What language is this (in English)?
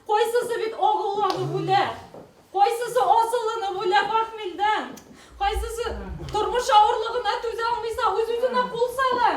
Bashkir